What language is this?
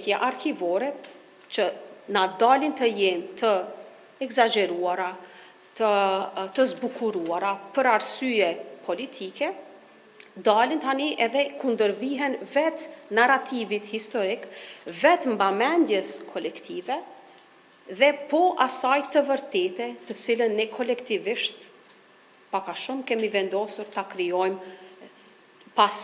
Albanian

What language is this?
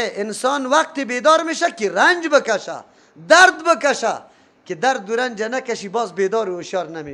Persian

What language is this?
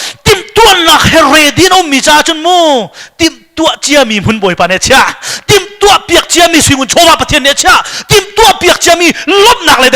Hakha Chin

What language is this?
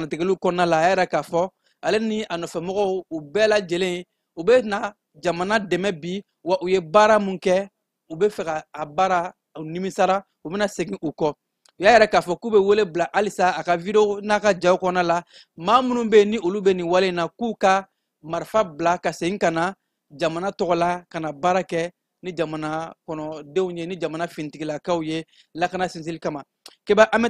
Bambara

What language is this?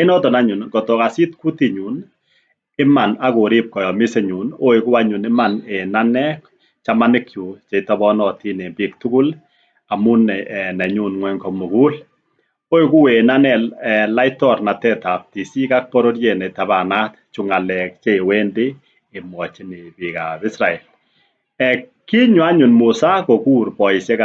Kalenjin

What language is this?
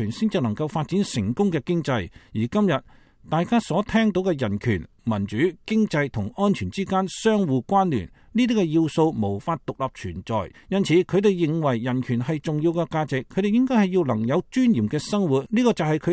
Cantonese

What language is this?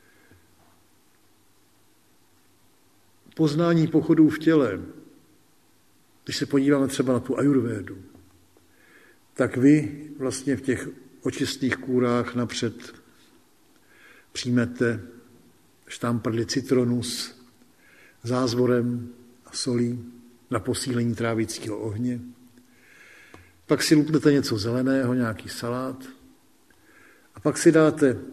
Czech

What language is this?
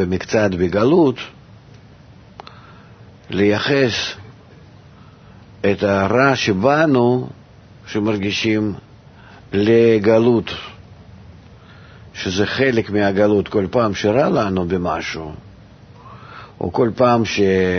Hebrew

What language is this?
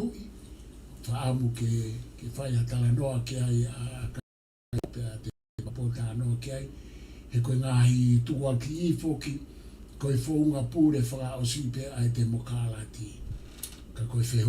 Tongan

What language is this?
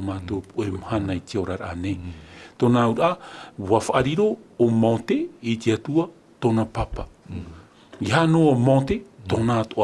Tahitian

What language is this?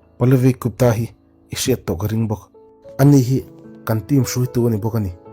Mizo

